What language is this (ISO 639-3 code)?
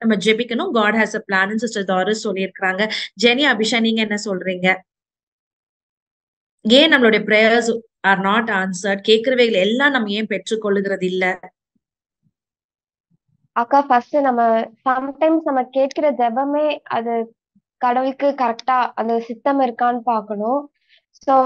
tam